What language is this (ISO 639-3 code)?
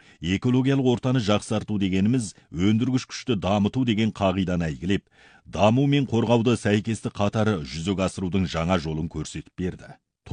kaz